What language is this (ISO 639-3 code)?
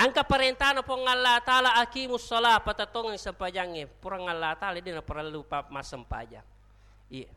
bug